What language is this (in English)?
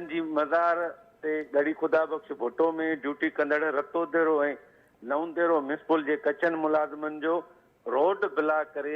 Sindhi